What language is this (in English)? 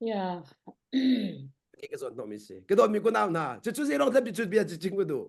Hakha Chin